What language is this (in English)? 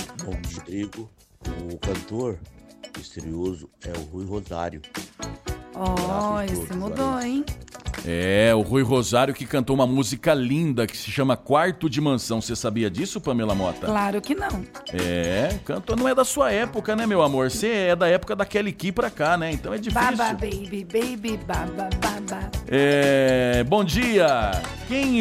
Portuguese